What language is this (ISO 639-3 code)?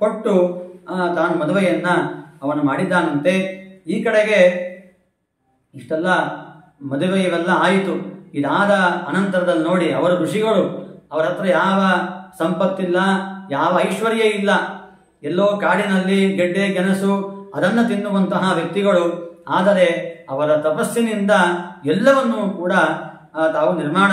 kan